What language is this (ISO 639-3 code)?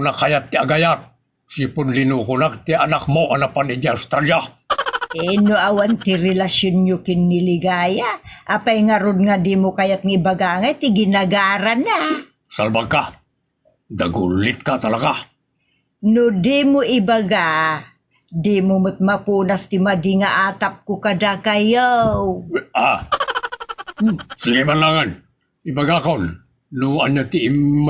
ilo